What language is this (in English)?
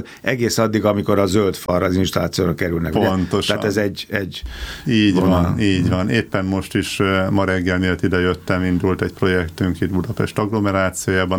Hungarian